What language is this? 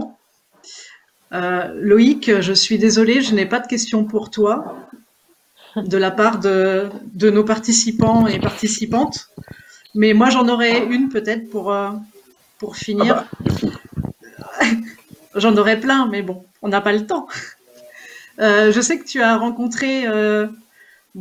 French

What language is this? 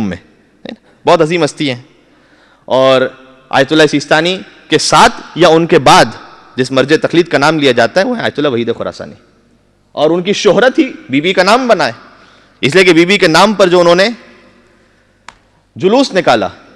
Urdu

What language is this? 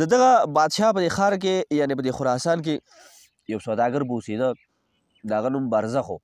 Pashto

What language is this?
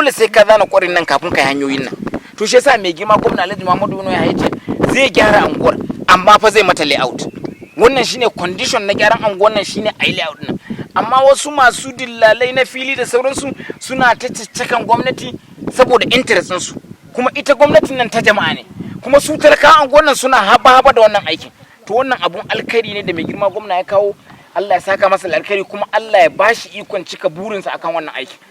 Hausa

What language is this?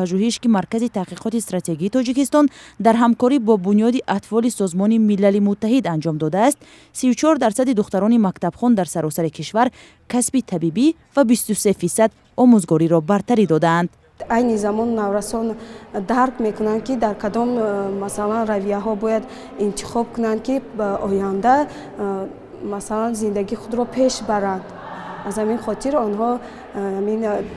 Tajik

